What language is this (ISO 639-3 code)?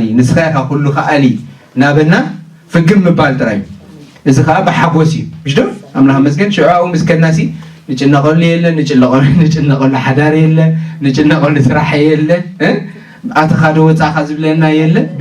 tir